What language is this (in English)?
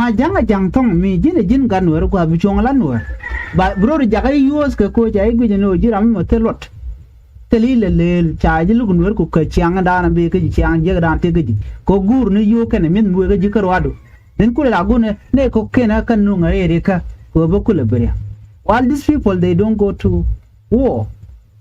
Nuer